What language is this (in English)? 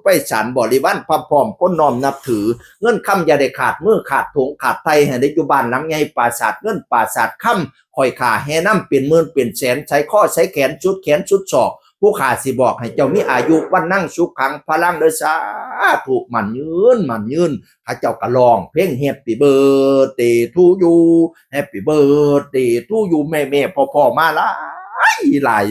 Northeastern Thai